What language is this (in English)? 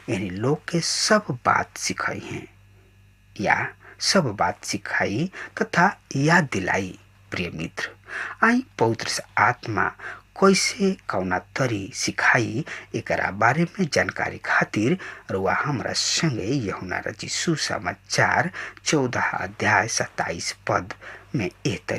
Bhojpuri